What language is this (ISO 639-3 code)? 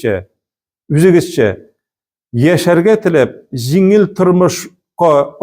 tat